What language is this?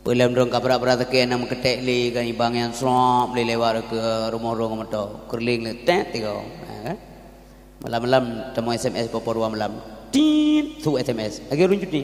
Achinese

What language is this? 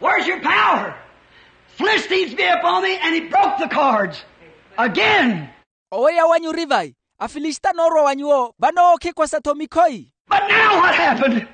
Makhuwa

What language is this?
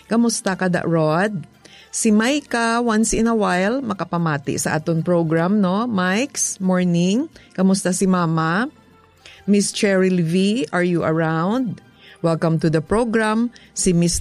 Hiligaynon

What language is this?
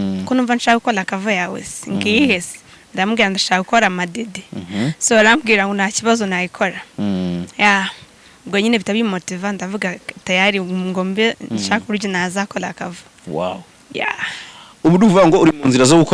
Kinyarwanda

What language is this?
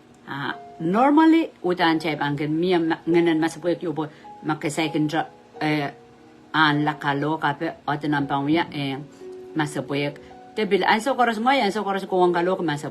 Pohnpeian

